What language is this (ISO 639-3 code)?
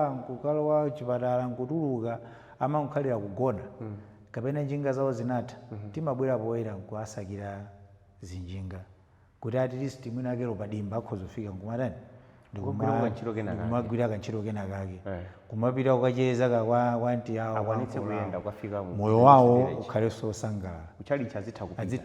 nya